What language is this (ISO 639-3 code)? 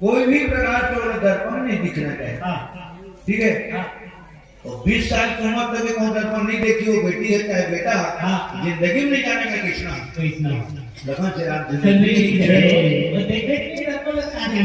hne